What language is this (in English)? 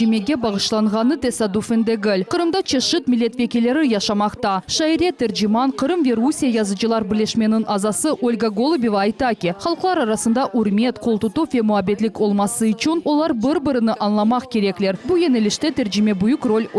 Crimean Tatar